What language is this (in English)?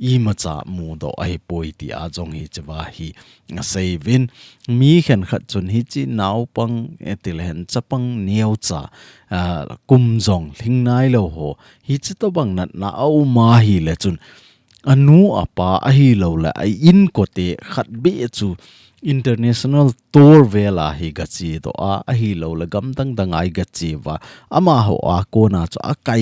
Thado Chin